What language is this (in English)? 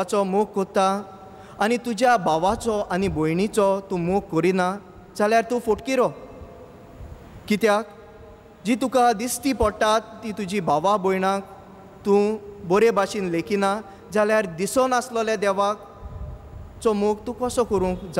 Konkani